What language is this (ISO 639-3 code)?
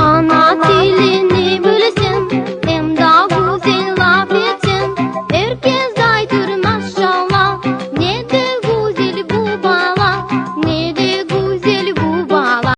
crh